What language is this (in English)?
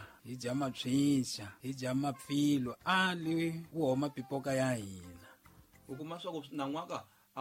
Tsonga